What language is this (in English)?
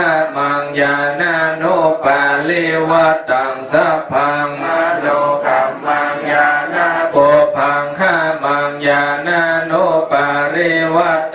Pali